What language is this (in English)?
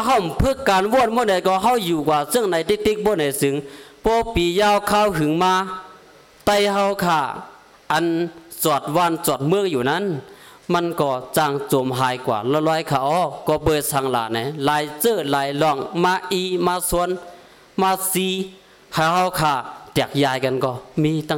Shan